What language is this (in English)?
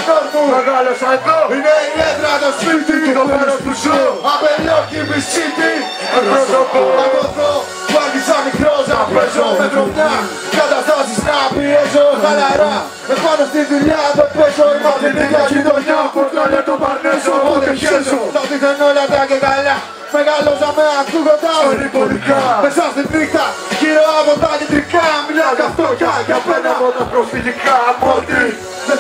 Greek